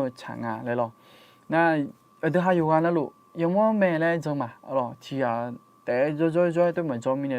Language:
Akha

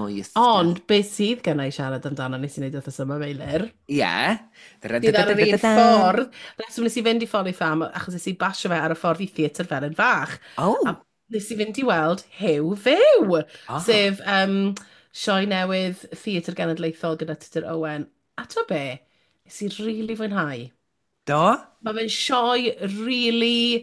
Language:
Welsh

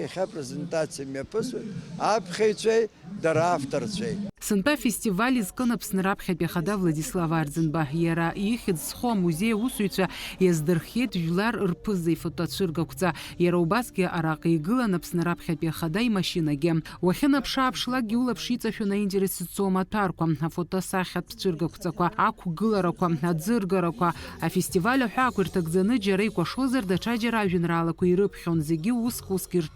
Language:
Abkhazian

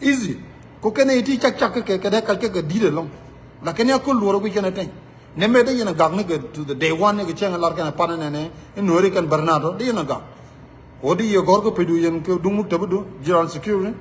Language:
Nuer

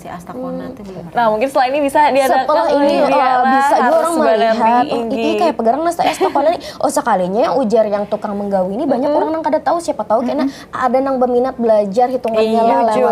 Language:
Banjar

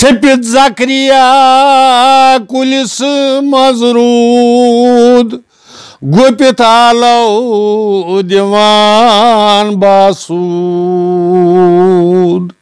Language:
Kashmiri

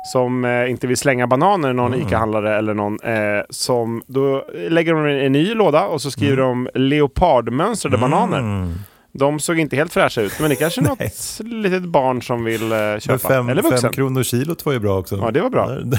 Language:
Swedish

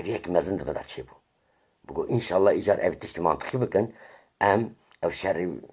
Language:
Kurdish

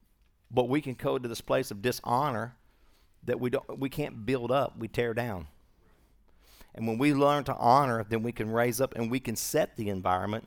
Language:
English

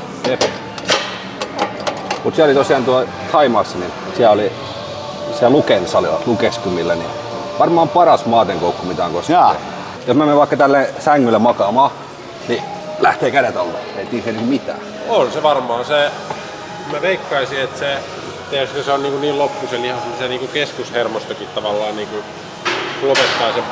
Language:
Finnish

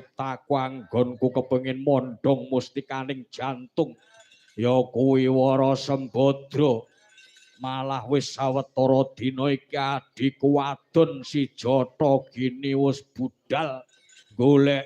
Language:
Javanese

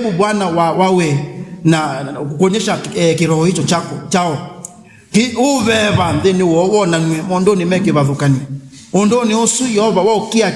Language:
Kamba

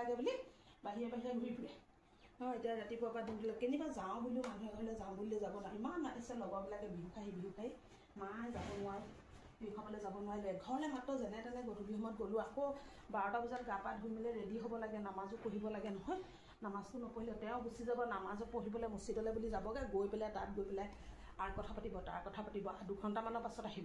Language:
Assamese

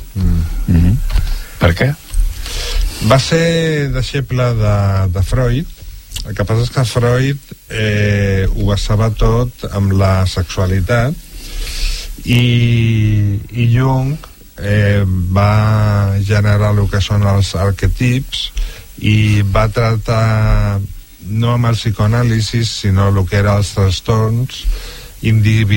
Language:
Catalan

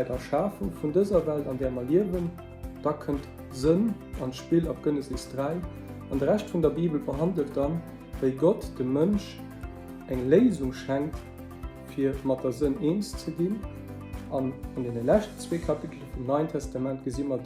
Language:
Luxembourgish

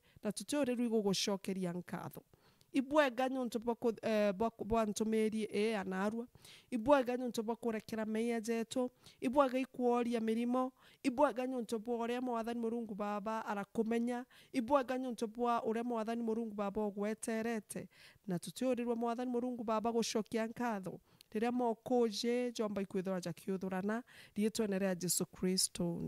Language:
Meru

